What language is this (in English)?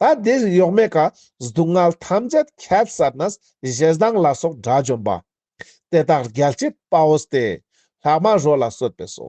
Ladakhi